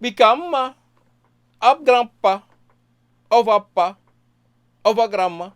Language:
Sranan Tongo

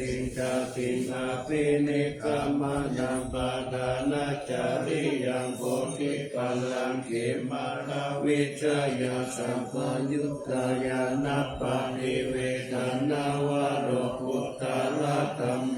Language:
Pali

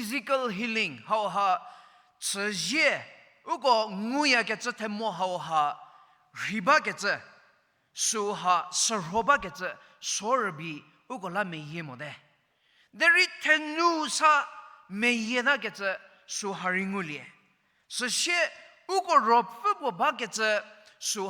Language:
Angami Naga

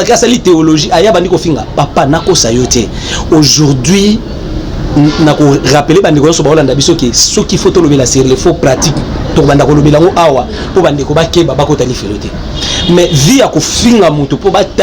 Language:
Lingala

